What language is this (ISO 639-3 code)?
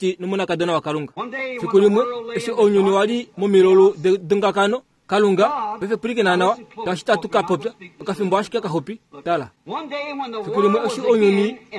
kua